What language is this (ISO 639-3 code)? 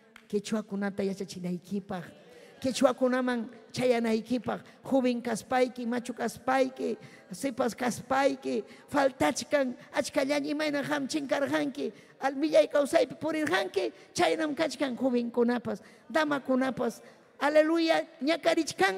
quy